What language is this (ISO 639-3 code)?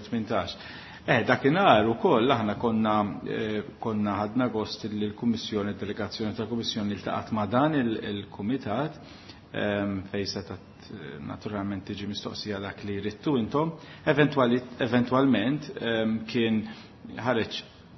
mlt